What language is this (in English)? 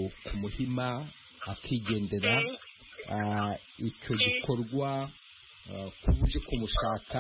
Kinyarwanda